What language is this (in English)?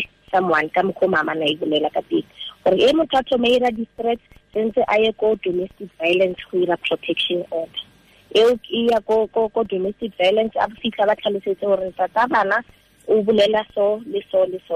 Tswana